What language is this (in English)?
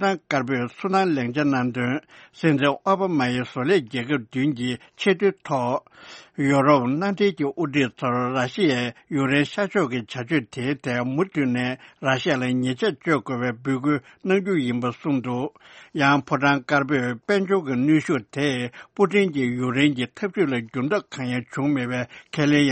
Tibetan